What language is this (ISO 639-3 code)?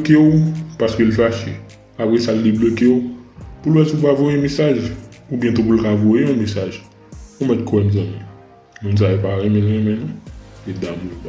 hat